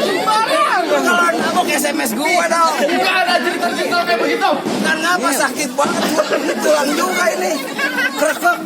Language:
Betawi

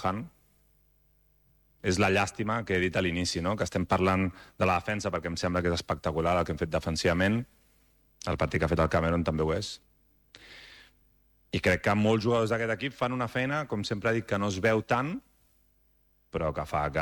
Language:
Catalan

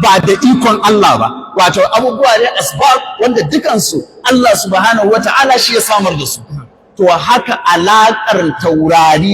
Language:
Hausa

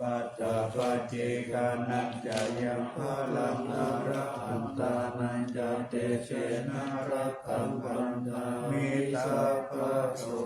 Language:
Pali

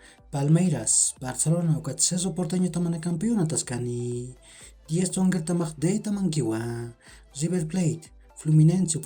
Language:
Aymara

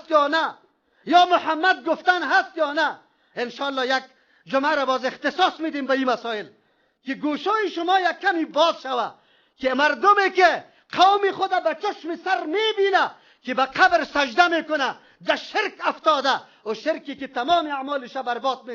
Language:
Persian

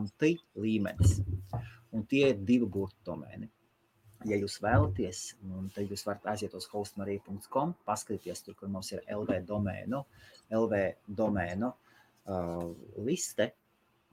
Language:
Latvian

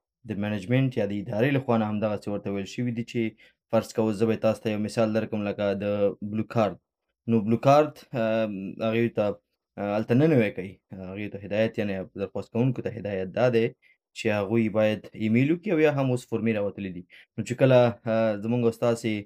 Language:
Pashto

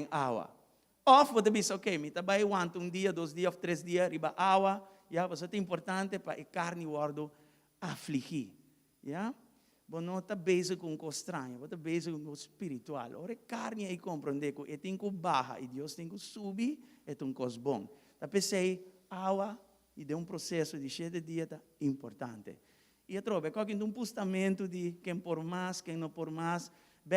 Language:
Papiamento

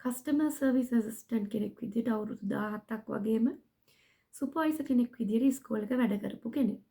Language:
Sinhala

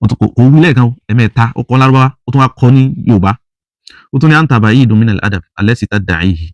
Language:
Yoruba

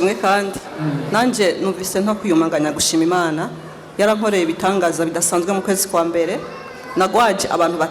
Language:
Rundi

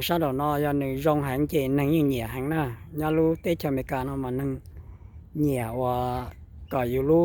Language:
Hmong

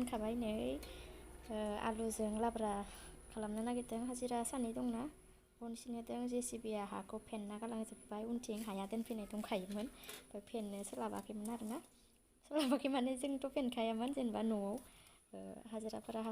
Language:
Bodo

